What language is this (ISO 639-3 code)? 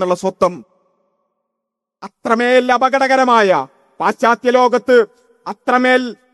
mal